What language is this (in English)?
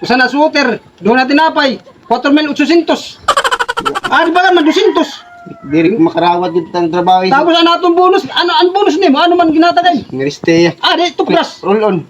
Waray